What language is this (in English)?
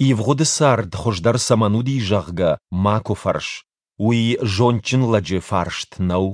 Ossetic